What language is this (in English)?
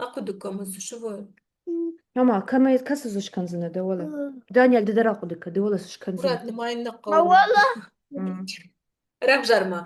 Ossetic